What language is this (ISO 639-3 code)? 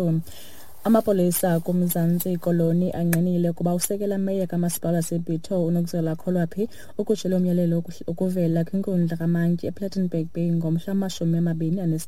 xho